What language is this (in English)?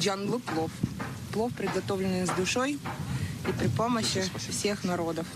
Crimean Tatar